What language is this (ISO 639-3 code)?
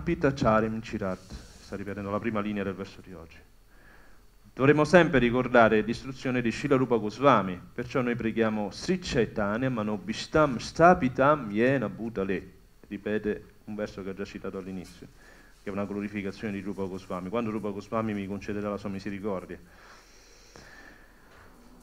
ita